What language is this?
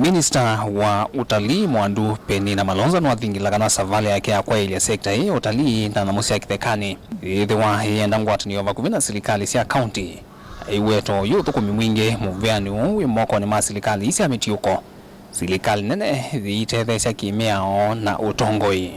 Kamba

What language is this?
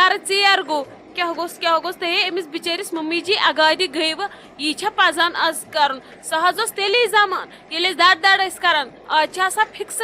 Kashmiri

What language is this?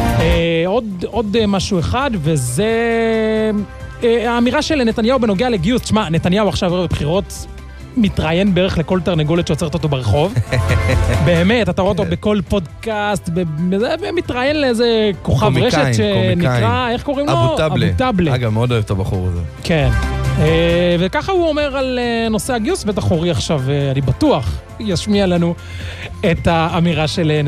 Hebrew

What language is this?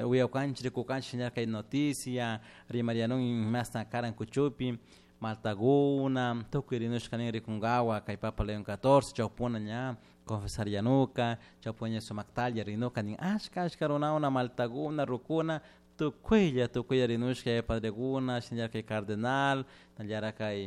Chimborazo Highland Quichua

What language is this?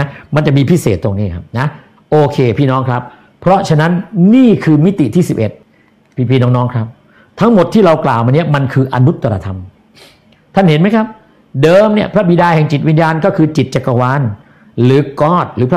Thai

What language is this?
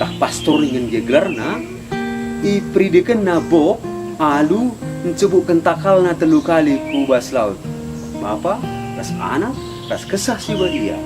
Batak Karo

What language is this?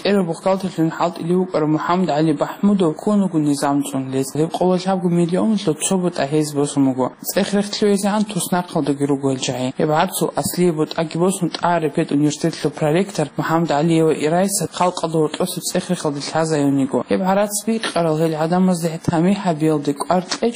Avaric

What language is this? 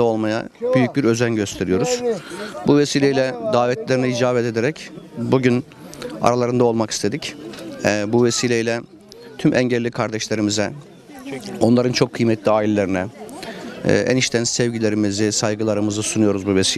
Turkish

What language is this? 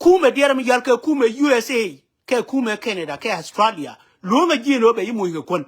Nuer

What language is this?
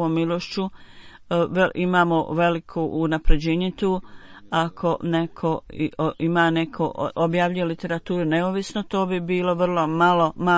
Bosnian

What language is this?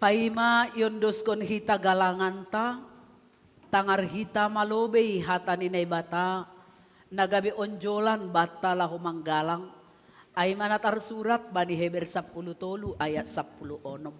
Batak Simalungun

